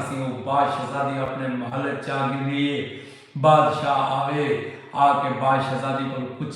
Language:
Saraiki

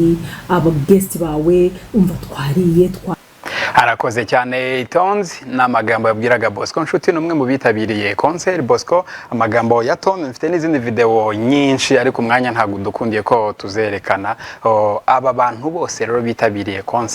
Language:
Kinyarwanda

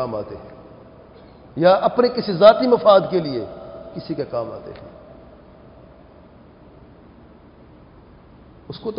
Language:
Urdu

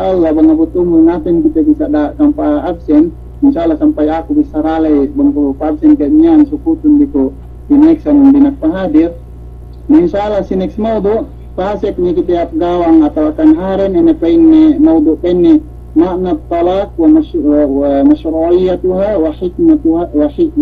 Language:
Yakan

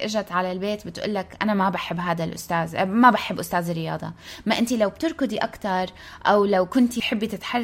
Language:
North Levantine Arabic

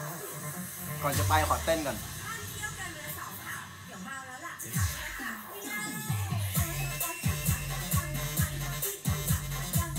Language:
Thai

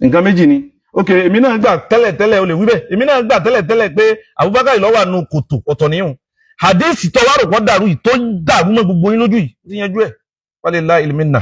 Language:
Yoruba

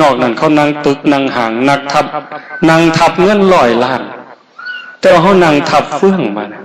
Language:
Northeastern Thai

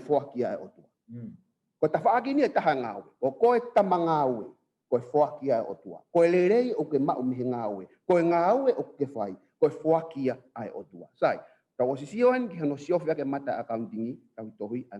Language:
Tongan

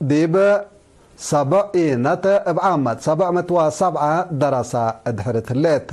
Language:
Tigre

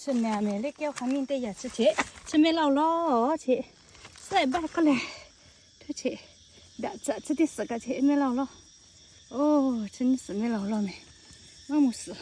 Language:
Lahu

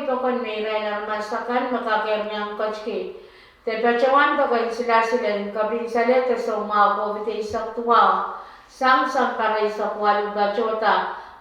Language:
Pohnpeian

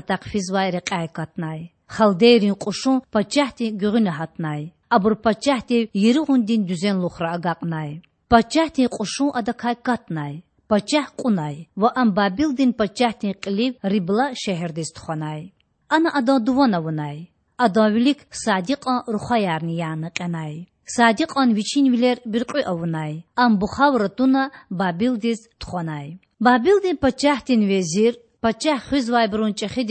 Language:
Lezghian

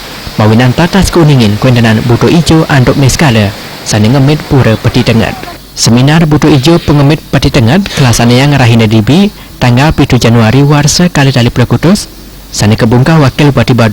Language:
Balinese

